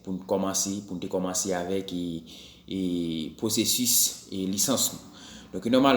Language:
Haitian Creole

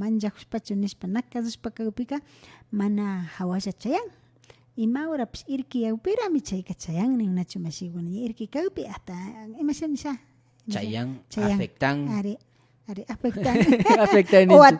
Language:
Imbabura Highland Quichua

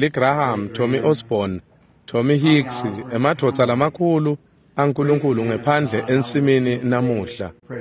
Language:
Swati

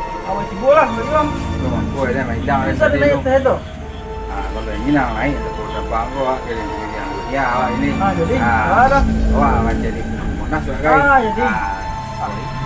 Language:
Minangkabau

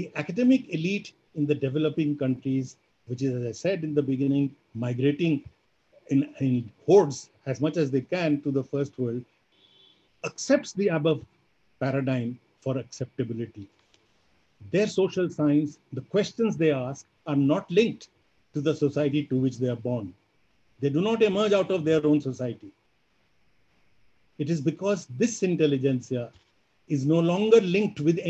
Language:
English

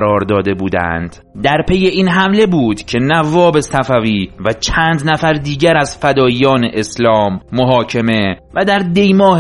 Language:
Persian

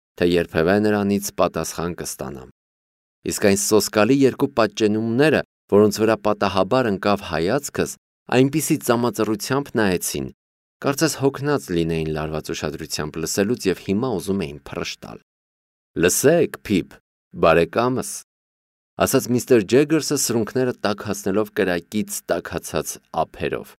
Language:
Armenian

